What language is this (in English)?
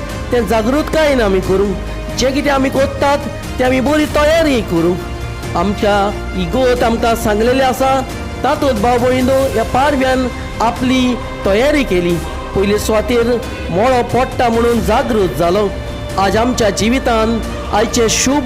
Konkani